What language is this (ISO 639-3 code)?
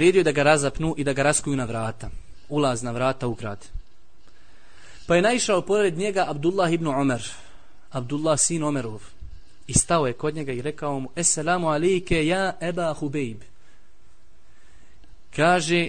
bos